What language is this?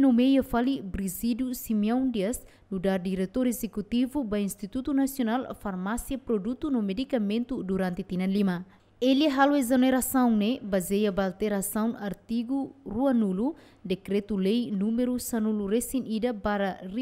Tetum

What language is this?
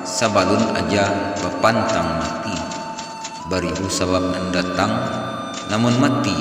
Minangkabau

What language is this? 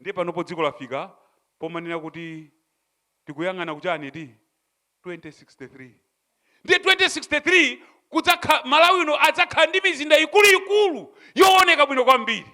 Nyanja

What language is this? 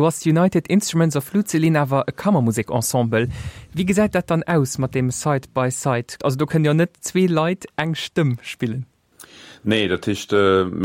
Luxembourgish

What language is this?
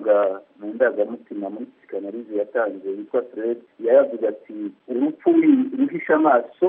Kinyarwanda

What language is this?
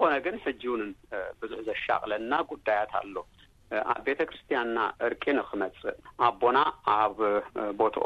Tigrinya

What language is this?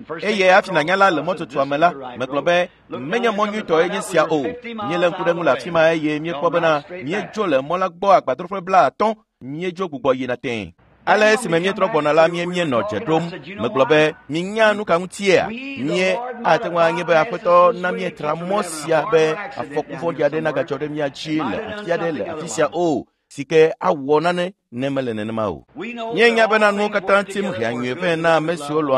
Ewe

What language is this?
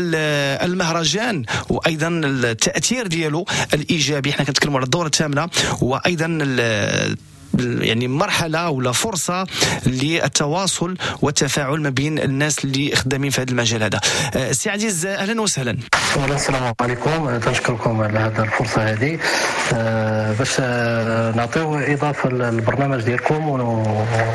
Moroccan Arabic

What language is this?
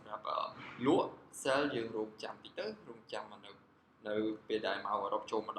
Khmer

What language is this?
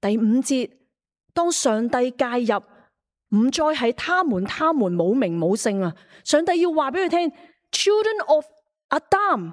Cantonese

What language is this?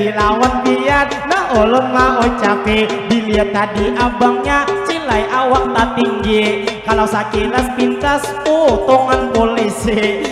Banjar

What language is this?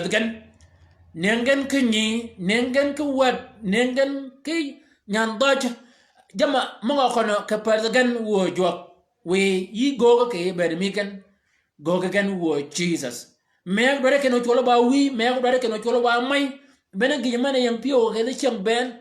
Shilluk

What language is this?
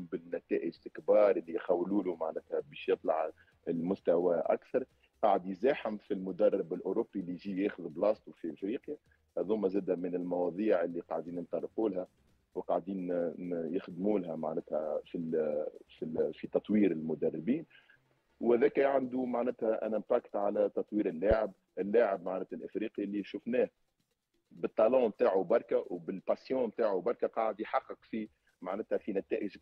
Tunisian Arabic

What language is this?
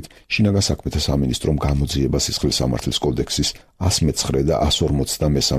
Georgian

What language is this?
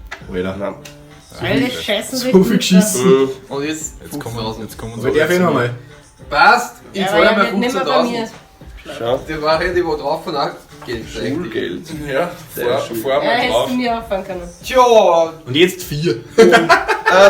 Bavarian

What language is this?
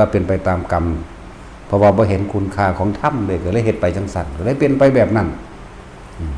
Lao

